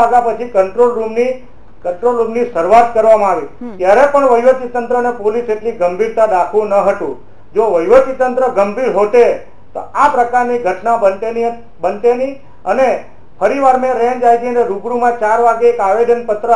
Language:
Gujarati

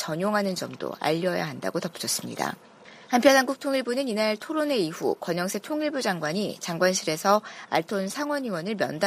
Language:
Korean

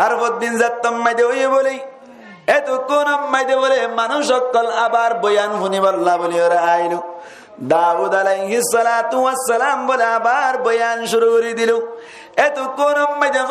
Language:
Rohingya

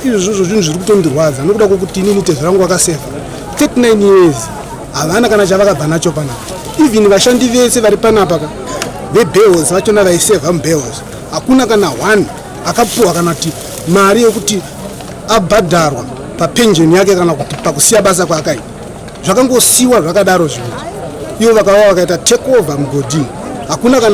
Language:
Shona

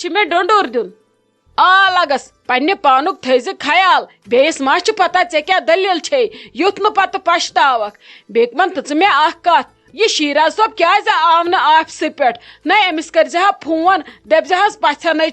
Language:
Kashmiri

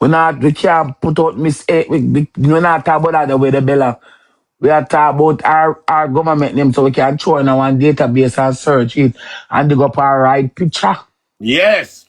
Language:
Jamaican Creole English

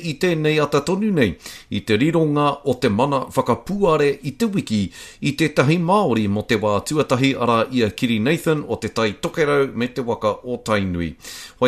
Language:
Māori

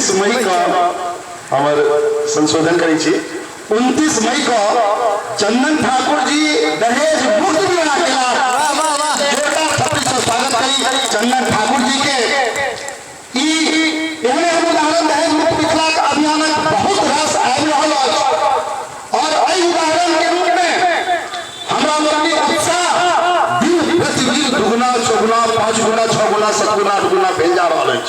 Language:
Maithili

